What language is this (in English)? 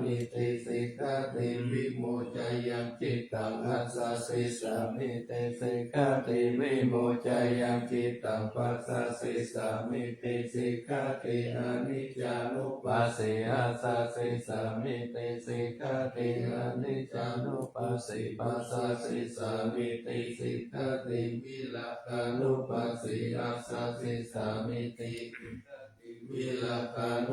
Pali